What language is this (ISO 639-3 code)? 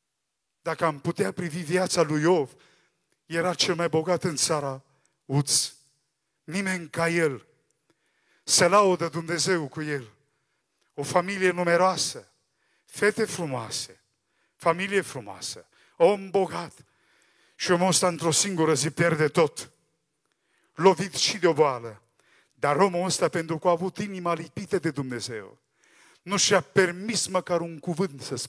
ron